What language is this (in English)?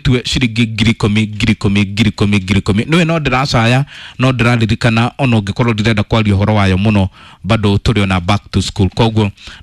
Kikuyu